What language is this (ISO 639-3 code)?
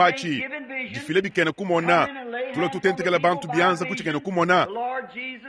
lua